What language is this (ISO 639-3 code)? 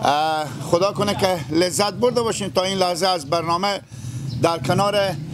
fas